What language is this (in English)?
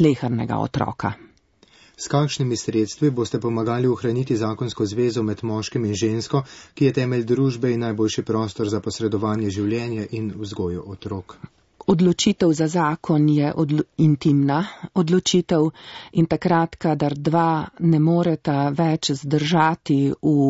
Slovenian